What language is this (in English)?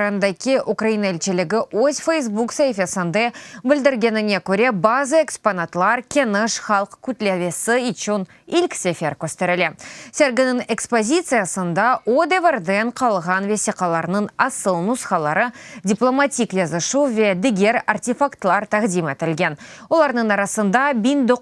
Crimean Tatar